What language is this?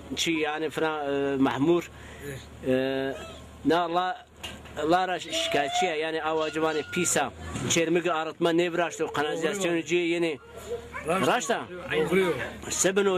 Zaza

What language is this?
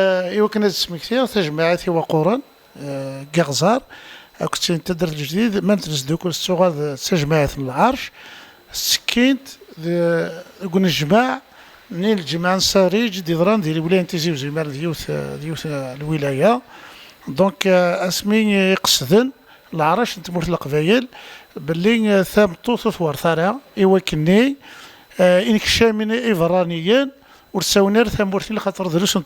Kabyle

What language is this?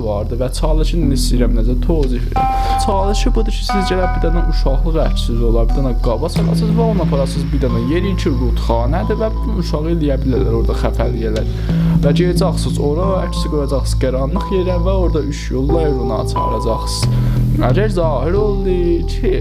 South Azerbaijani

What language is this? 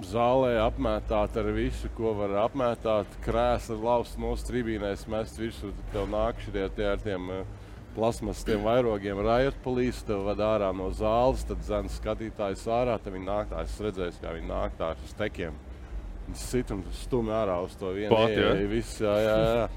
Latvian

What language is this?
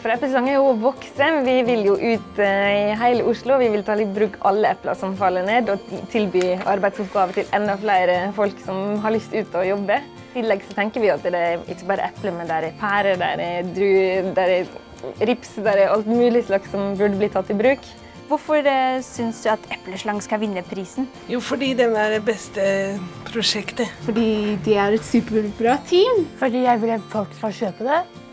Norwegian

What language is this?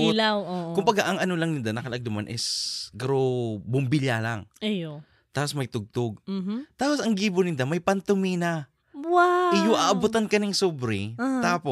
Bikol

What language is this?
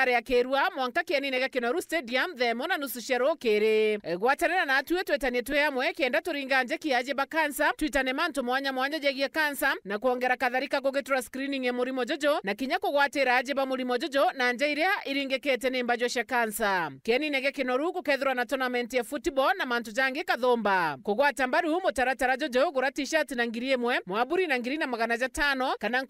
Meru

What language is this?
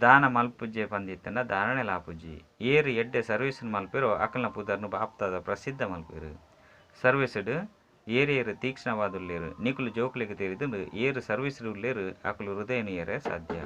Tulu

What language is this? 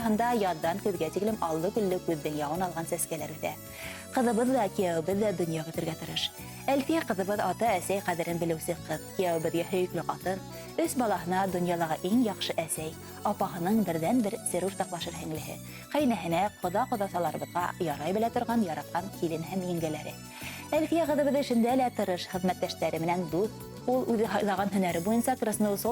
Bashkir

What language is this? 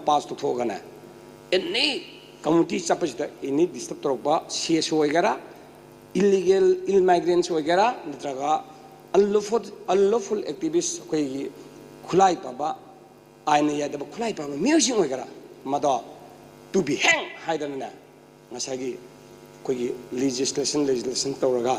Manipuri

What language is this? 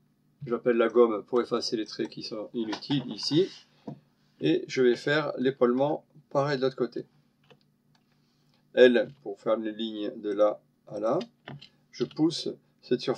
French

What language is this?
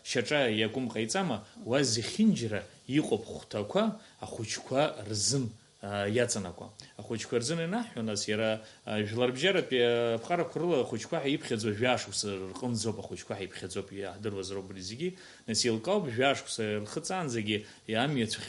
Abkhazian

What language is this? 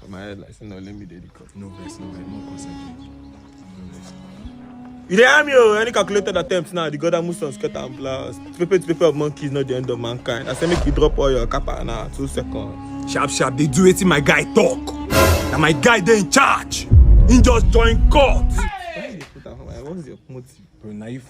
Nigerian Pidgin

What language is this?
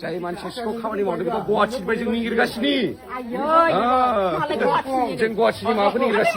Bodo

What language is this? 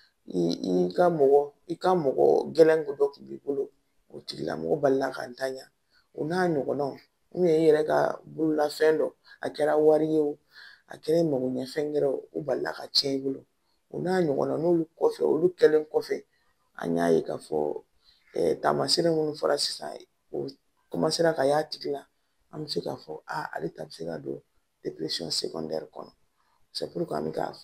Bambara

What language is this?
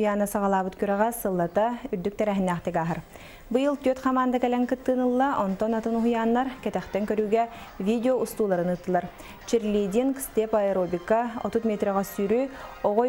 Yakut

